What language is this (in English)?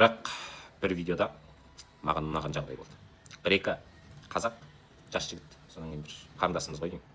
Kazakh